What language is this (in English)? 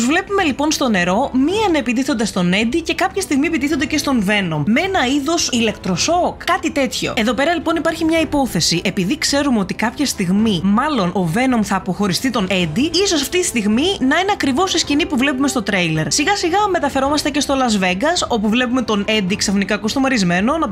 Greek